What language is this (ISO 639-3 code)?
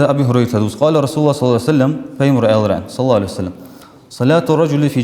inh